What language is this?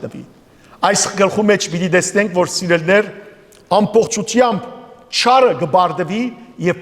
Western Armenian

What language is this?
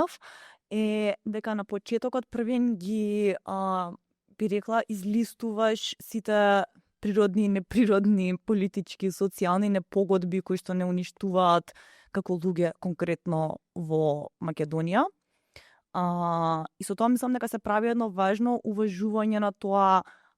Macedonian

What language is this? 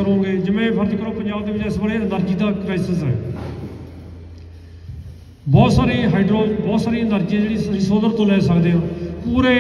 Punjabi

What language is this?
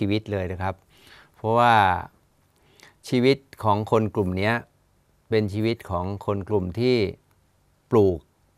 Thai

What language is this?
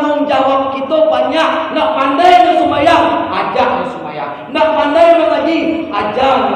Minangkabau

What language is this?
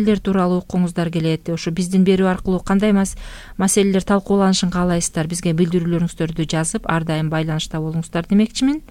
Kyrgyz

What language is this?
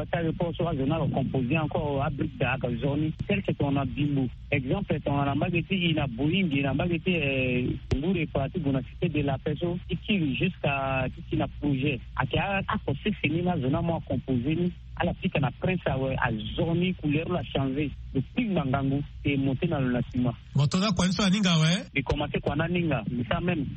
Sango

